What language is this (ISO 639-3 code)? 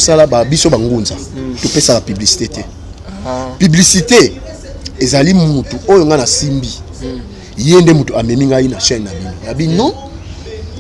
lin